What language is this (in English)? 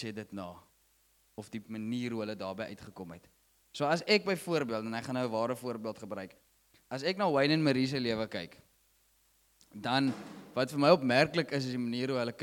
Afrikaans